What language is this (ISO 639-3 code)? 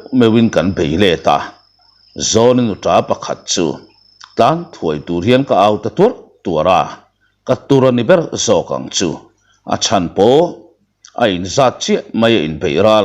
lus